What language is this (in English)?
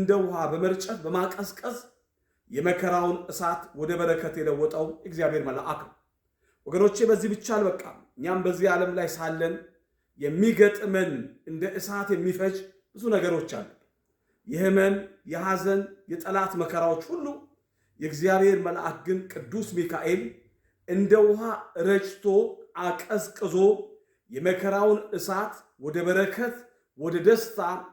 Amharic